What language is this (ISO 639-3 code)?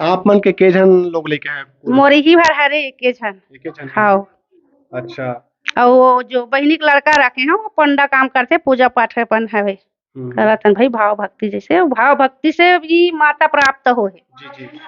hne